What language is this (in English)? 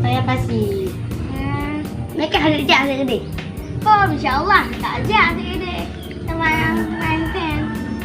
Achinese